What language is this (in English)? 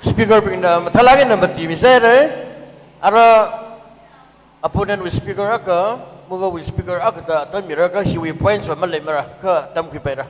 Tangkhul Naga (India)